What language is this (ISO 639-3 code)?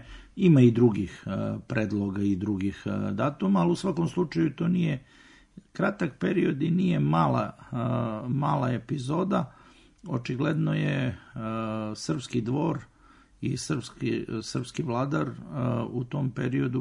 srp